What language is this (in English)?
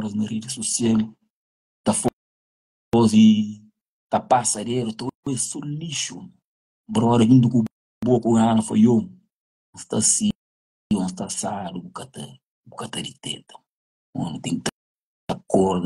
Kabuverdianu